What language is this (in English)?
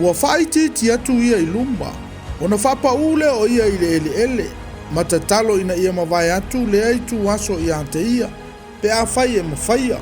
Samoan